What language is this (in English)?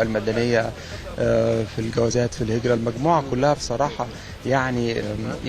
Egyptian Arabic